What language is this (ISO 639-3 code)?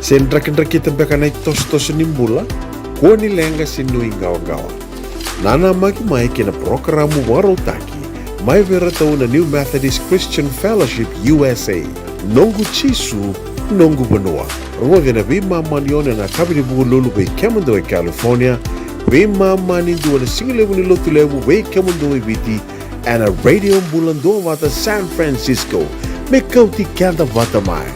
fij